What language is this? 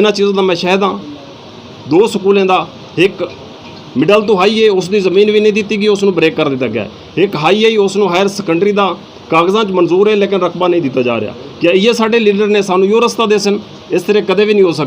Saraiki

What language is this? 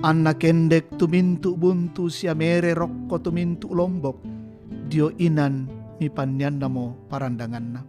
Toraja-Sa'dan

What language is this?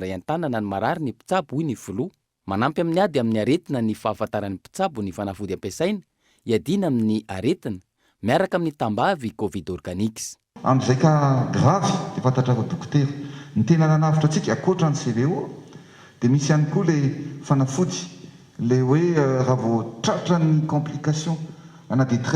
Malagasy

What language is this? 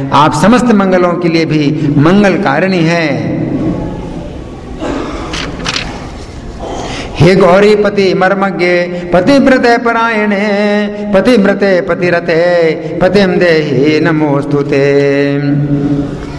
Hindi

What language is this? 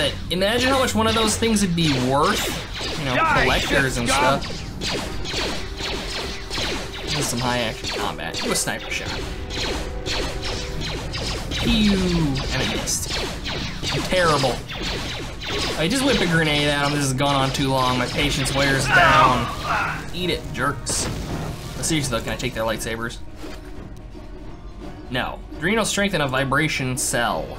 English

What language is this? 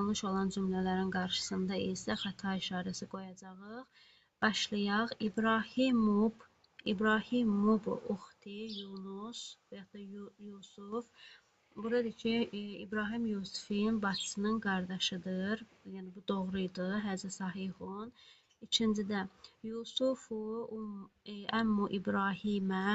Azerbaijani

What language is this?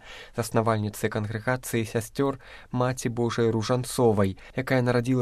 Belarusian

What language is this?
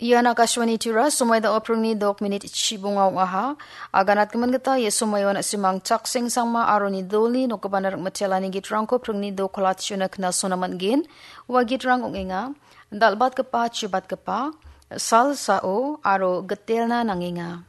Garo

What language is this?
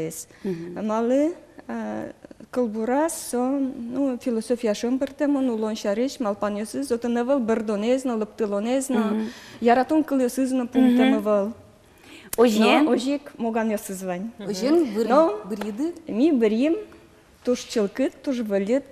Udmurt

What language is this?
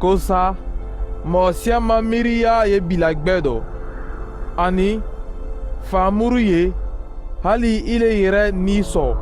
Mandingo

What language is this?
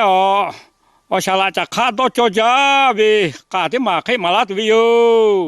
Lahu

